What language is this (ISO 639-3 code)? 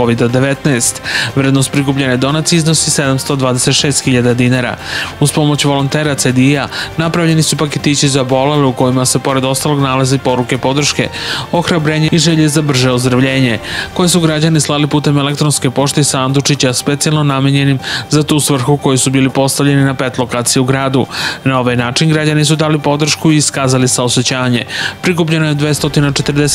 srp